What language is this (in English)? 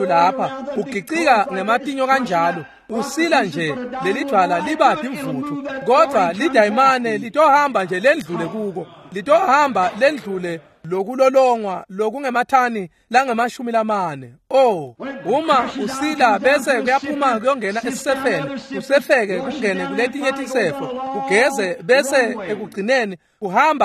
Swati